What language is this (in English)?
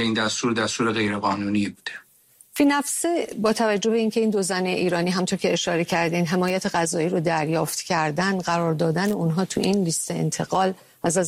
Persian